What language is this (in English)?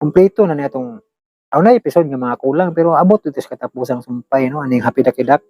Cebuano